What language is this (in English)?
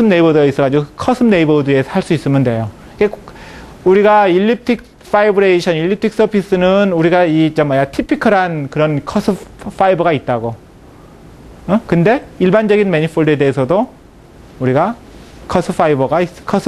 Korean